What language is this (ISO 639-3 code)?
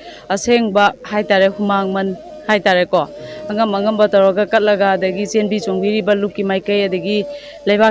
mni